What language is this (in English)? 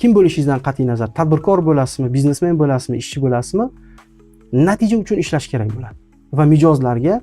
Uzbek